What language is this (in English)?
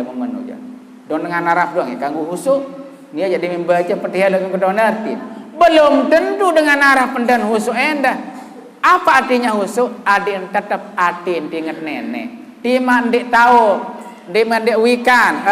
Sasak